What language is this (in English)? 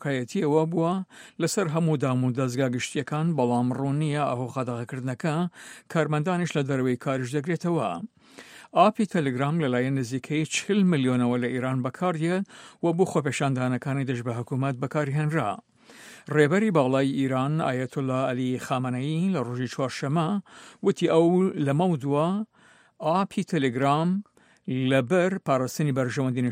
Central Kurdish